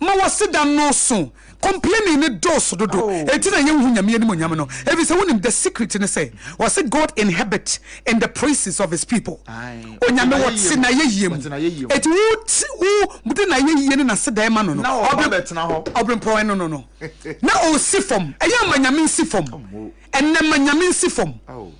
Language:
Akan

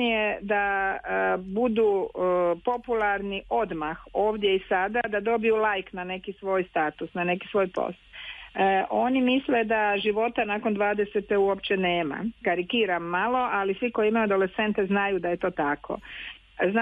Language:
Croatian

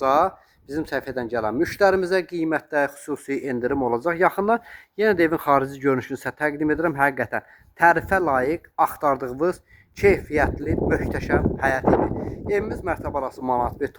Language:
Azerbaijani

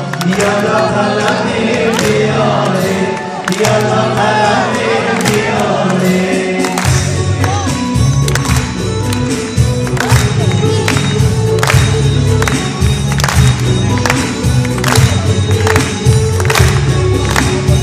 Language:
Persian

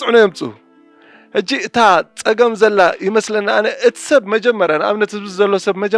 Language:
Tigrinya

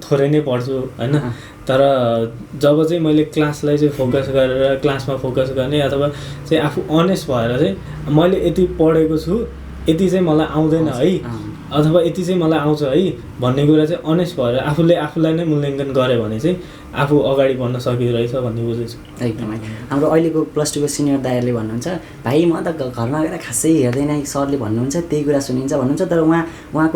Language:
Nepali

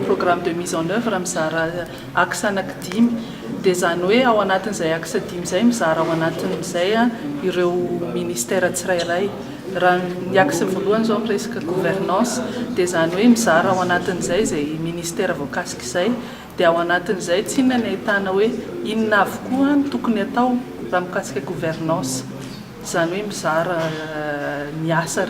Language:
Malagasy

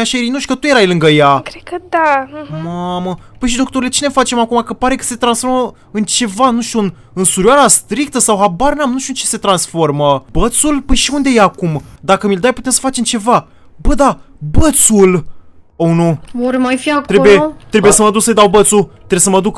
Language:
Romanian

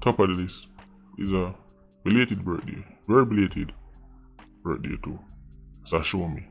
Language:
Jamaican Creole English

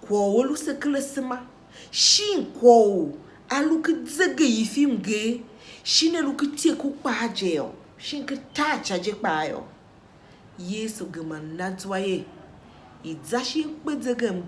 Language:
Tiv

